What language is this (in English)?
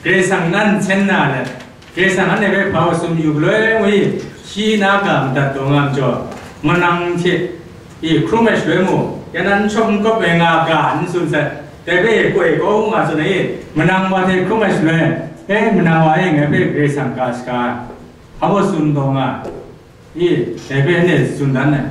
Kachin